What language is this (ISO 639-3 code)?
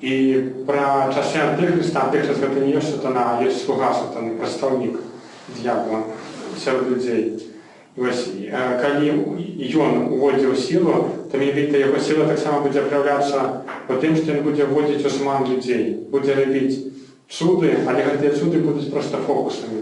bel